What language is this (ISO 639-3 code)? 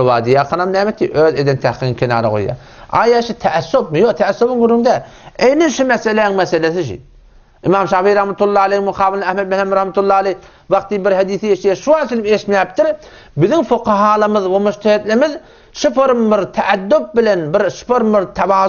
tuk